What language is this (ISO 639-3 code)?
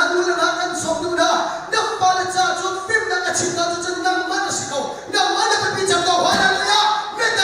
cnh